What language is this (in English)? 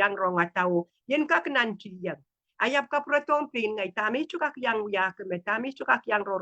Pohnpeian